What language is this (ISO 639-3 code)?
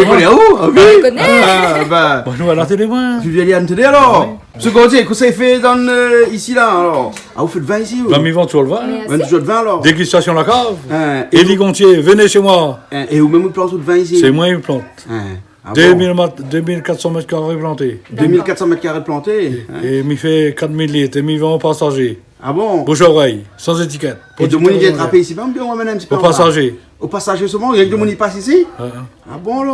rcf